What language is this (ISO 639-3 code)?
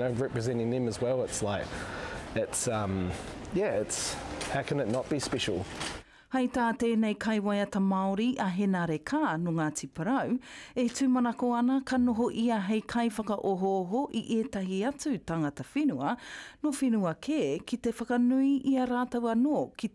mri